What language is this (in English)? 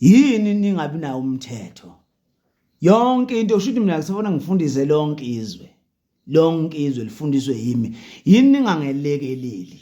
Zulu